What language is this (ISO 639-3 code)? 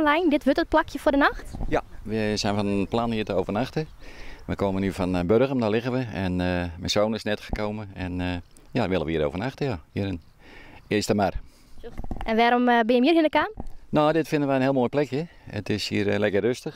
fry